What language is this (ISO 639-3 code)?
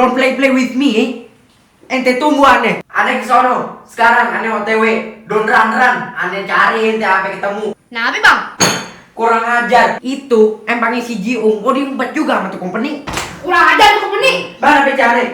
bew